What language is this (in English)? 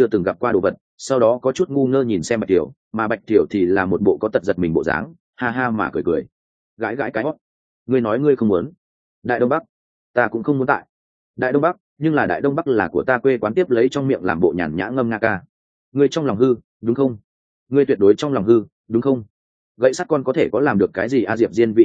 Vietnamese